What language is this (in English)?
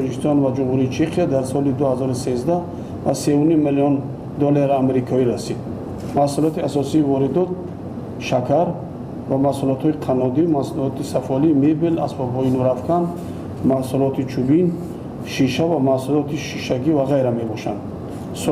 Tajik